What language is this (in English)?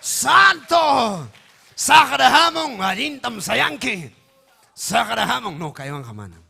Ayacucho Quechua